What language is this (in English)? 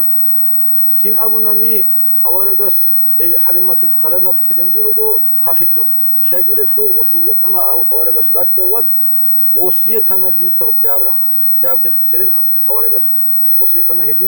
Avaric